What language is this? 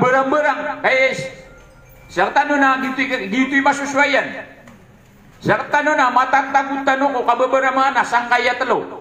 Maranao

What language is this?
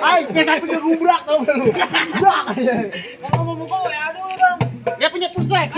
Betawi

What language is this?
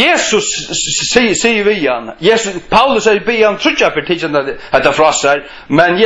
Faroese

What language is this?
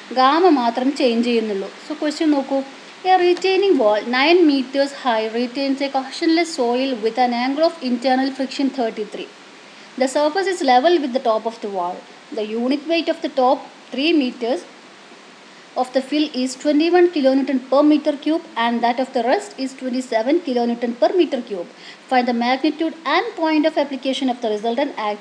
Malayalam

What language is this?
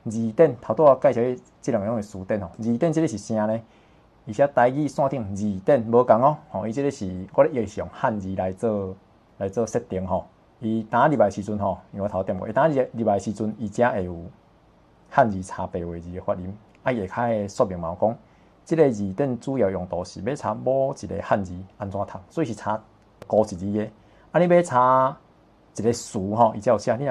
Min Nan Chinese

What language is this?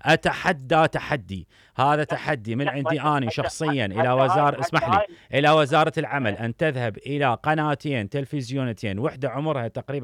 Mesopotamian Arabic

